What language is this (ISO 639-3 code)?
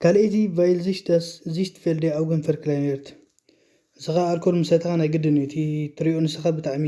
tir